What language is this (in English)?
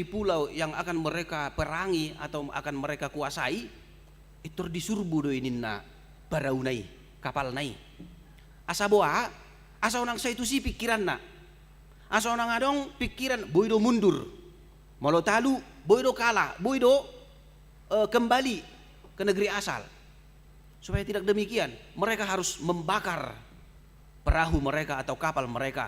Batak Toba